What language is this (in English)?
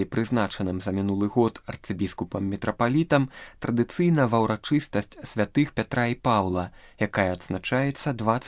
Belarusian